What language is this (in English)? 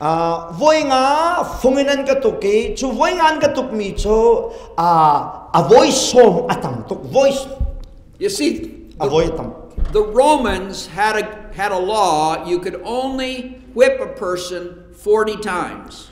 Hakha Chin